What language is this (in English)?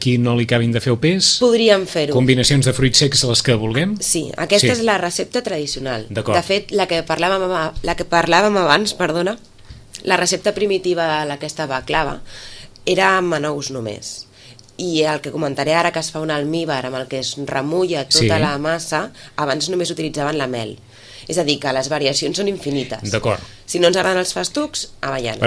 Catalan